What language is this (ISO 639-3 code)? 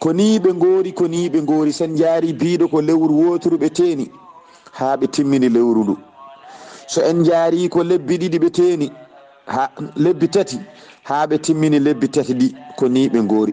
ful